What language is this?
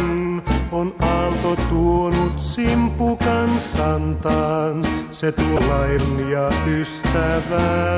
Finnish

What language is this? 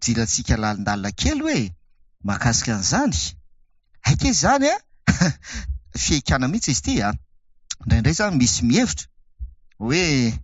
Malagasy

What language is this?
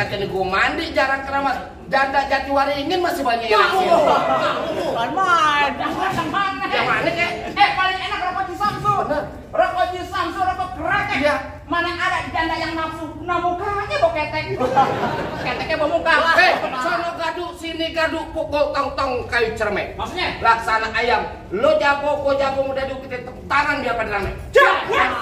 Betawi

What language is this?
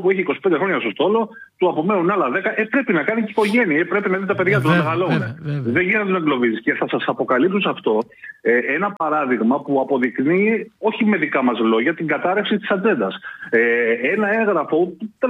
Greek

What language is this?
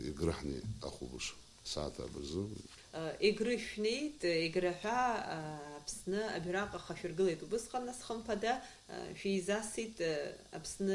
Abkhazian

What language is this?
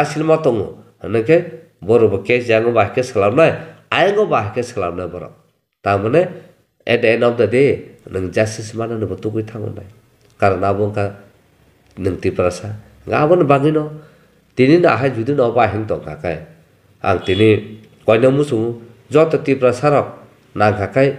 Kok Borok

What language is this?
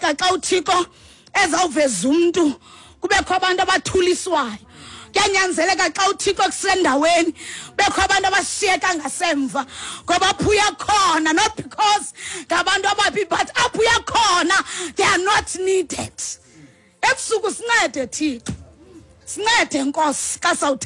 Xhosa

